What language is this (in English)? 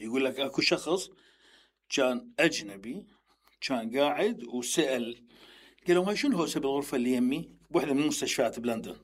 Mesopotamian Arabic